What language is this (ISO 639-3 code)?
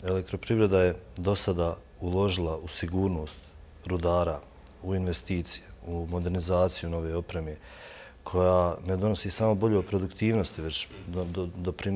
bos